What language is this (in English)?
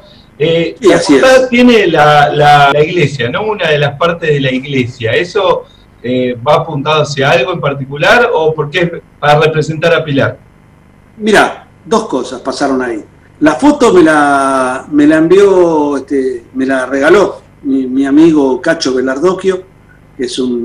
Spanish